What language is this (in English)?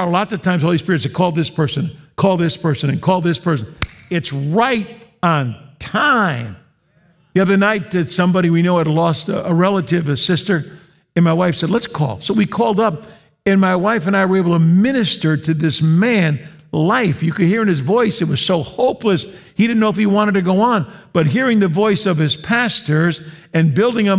English